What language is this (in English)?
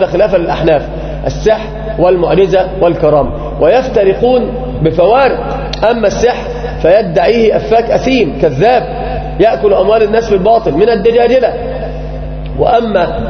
Arabic